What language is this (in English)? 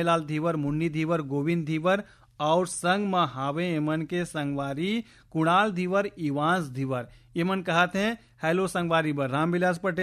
Chhattisgarhi